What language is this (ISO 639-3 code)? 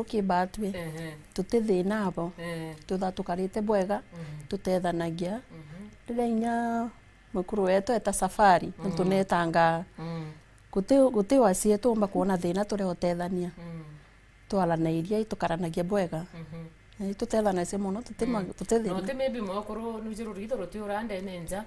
mer